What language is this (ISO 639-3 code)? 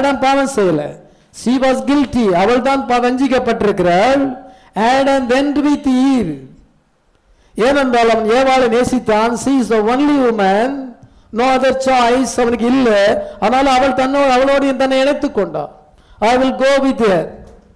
tam